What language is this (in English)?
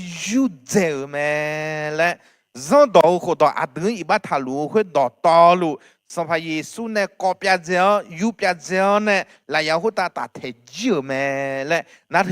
Akha